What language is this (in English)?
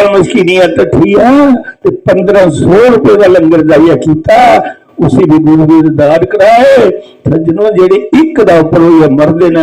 Dogri